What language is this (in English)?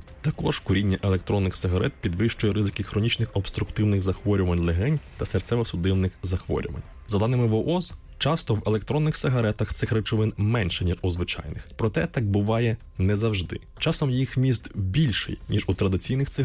Ukrainian